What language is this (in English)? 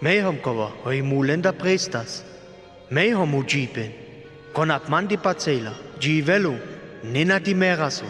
Sinte Romani